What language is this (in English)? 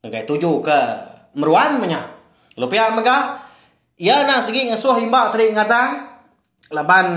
Iban